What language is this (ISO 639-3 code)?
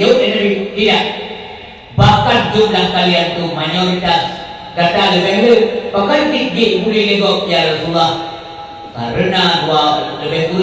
ace